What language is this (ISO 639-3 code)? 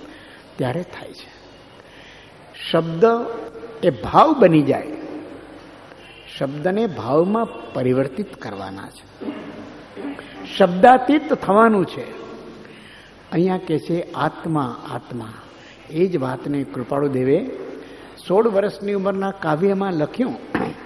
guj